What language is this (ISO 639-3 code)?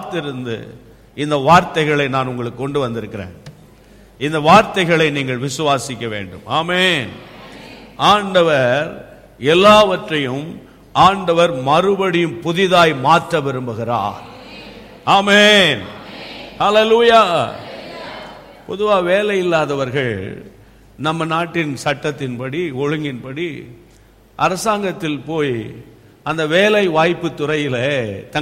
tam